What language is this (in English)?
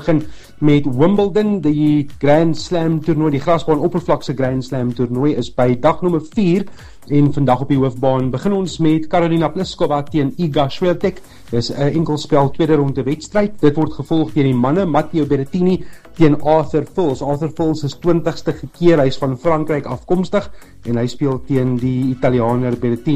Afrikaans